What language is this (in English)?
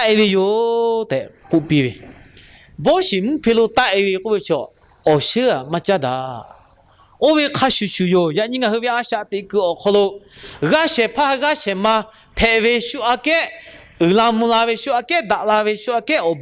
Lahu